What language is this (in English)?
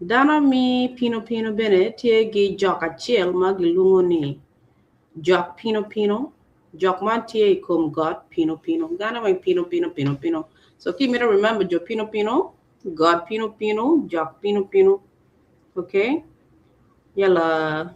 Acoli